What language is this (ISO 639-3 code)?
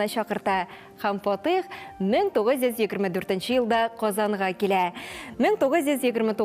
tat